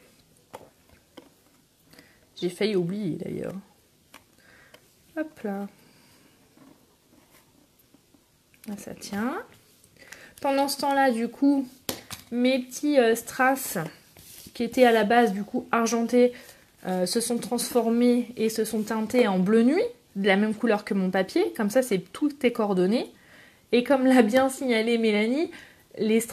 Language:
French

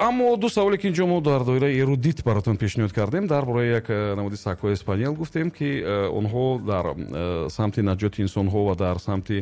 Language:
Tajik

